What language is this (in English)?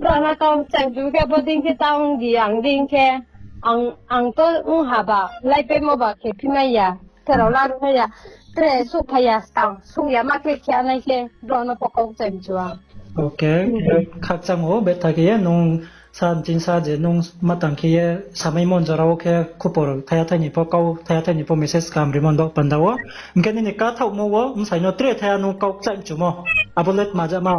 Riang (India)